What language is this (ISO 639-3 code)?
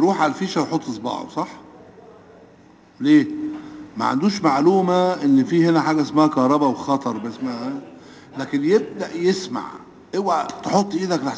arz